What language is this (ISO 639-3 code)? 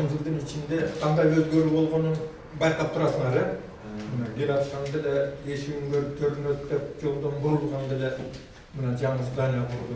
kir